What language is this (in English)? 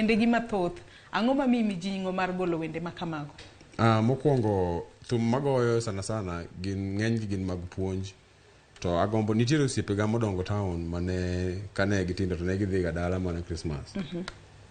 Luo (Kenya and Tanzania)